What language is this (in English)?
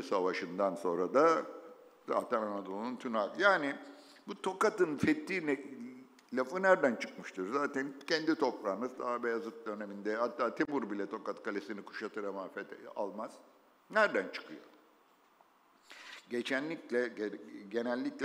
Turkish